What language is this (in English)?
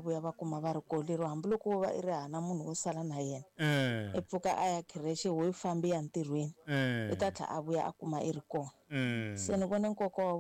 Tsonga